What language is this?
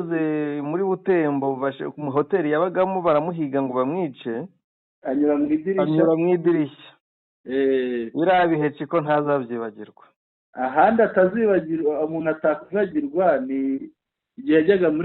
Kinyarwanda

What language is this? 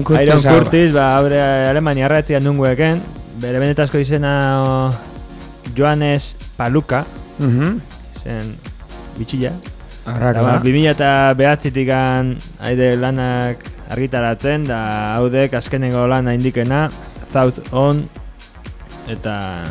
Basque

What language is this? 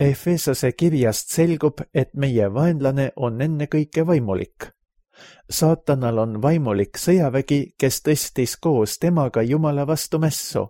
Estonian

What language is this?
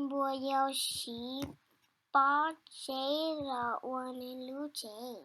Hmong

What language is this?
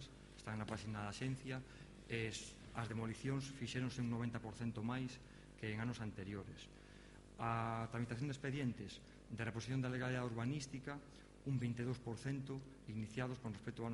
Galician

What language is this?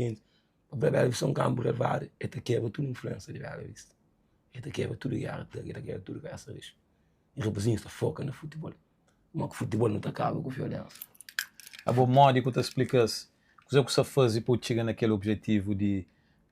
Kabuverdianu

